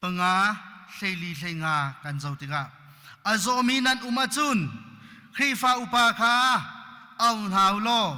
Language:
Hakha Chin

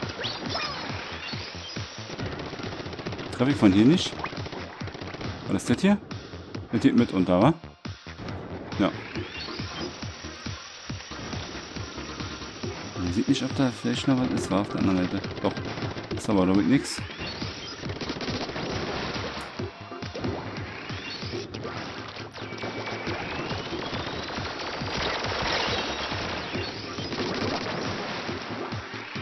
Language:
German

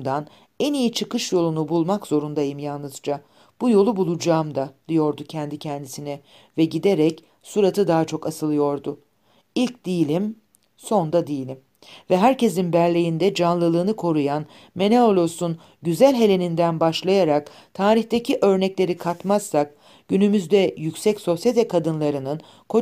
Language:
Turkish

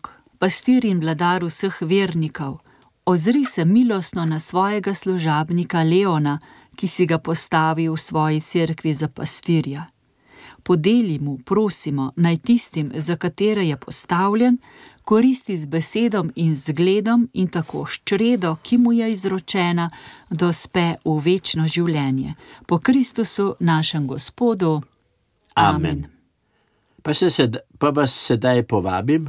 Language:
Slovenian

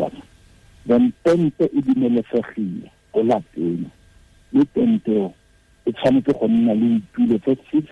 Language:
Tswana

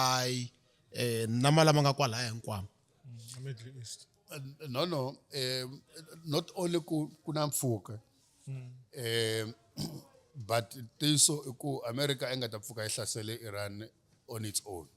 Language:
Tsonga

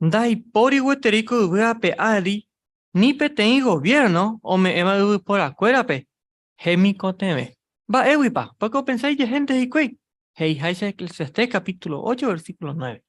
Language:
Guarani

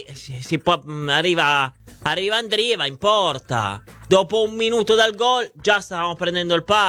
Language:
Italian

